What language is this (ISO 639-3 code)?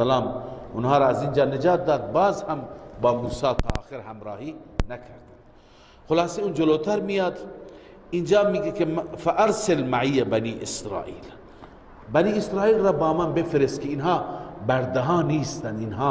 fas